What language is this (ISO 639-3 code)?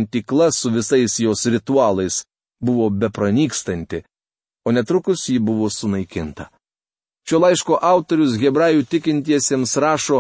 lit